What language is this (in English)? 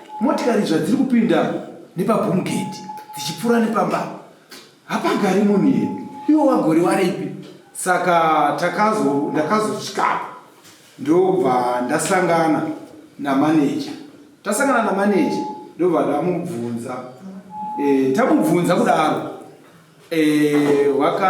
Shona